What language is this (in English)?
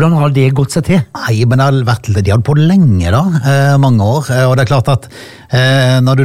Norwegian